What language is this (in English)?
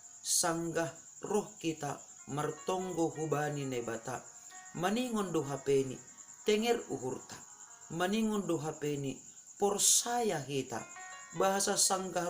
Batak Simalungun